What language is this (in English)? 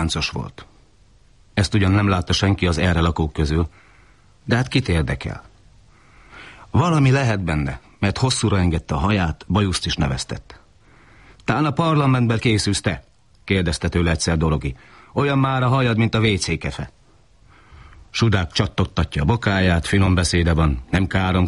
Hungarian